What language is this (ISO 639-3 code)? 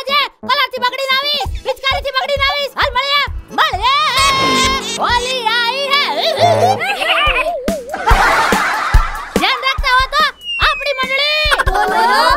guj